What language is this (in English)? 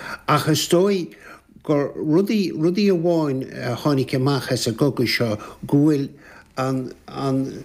Irish